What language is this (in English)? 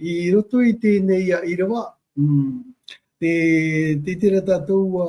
Tahitian